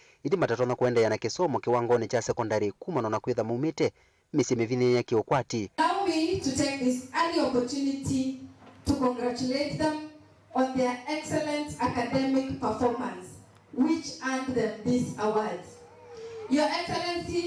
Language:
Kamba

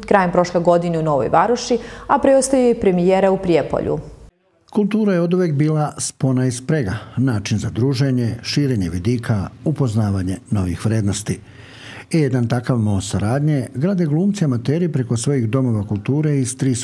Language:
Serbian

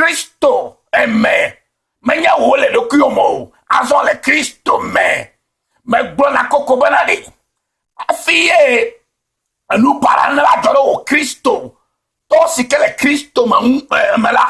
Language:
Ewe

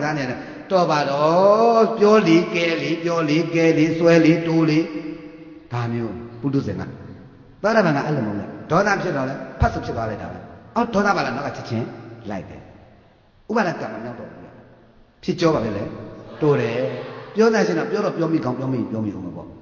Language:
Burmese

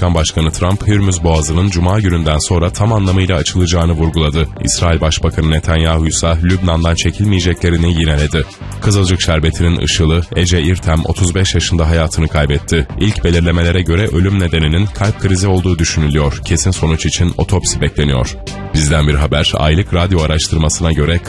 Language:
Turkish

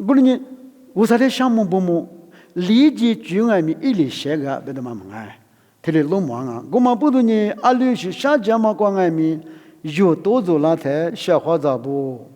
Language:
Lisu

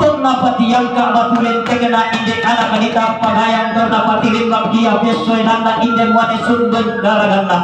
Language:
Toraja-Sa'dan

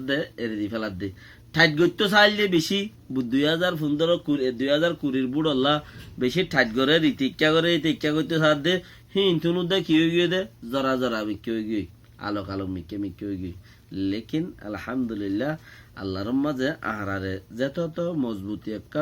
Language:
Rohingya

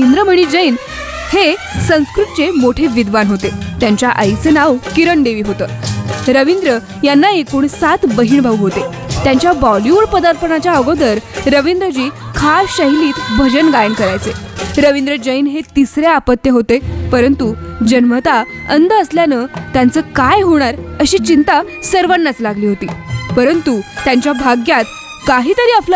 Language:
Marathi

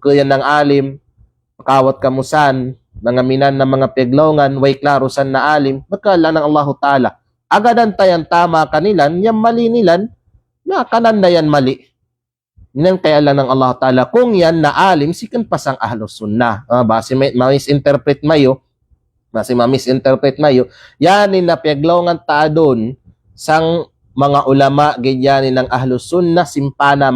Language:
Kalagan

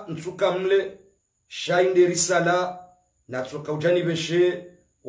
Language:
Ngazidja Comorian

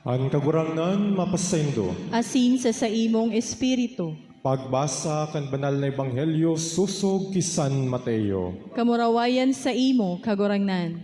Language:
Bikol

